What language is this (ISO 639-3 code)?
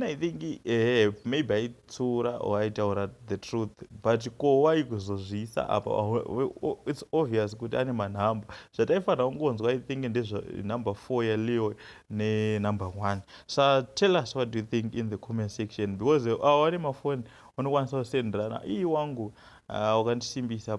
sna